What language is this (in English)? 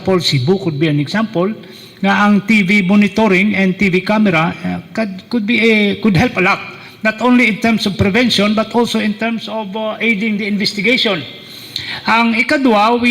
Hiligaynon